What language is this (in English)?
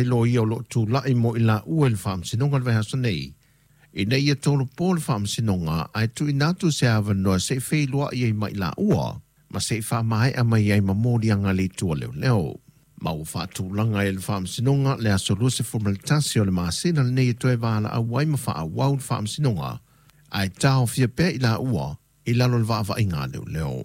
Samoan